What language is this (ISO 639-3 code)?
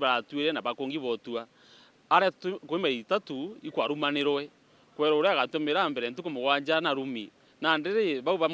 mer